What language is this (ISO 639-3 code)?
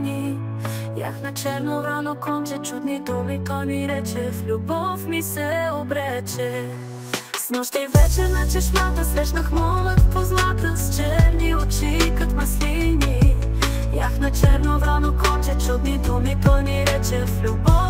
bul